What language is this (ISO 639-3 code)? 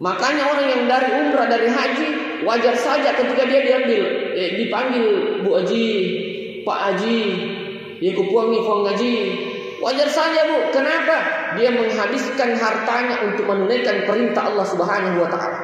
bug